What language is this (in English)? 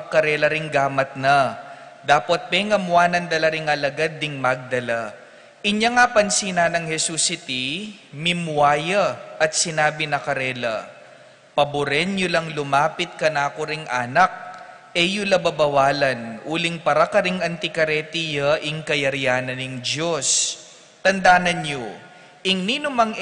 Pampanga